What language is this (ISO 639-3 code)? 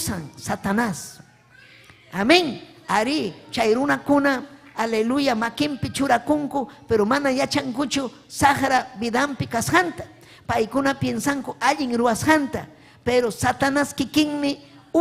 quy